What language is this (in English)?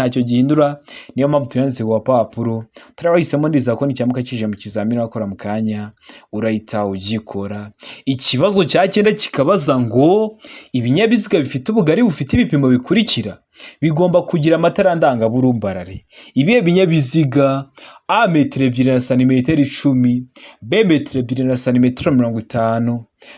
Kinyarwanda